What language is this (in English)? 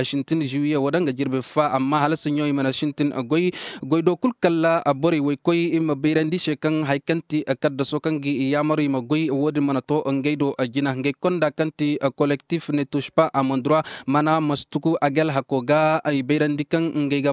Koyraboro Senni